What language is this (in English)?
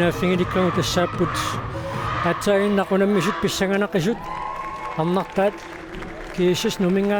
Kalaallisut